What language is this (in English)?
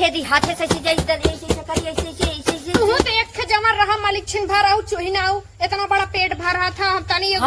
Awadhi